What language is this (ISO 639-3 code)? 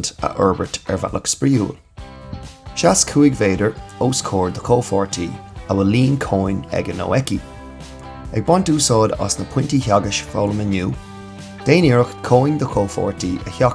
gle